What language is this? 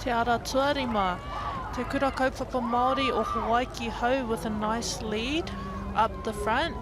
Māori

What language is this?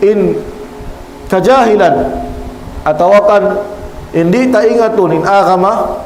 Tausug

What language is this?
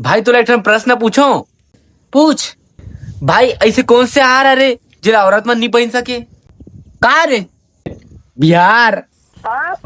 Chhattisgarhi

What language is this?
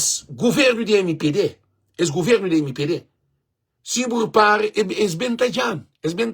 Kabuverdianu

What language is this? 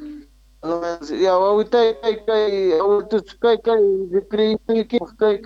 Quechua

